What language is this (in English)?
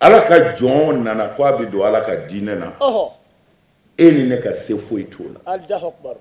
Bambara